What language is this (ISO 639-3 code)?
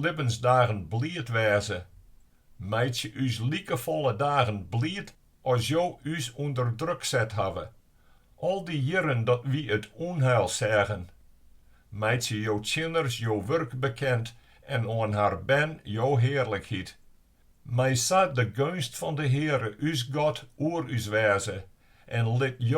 fry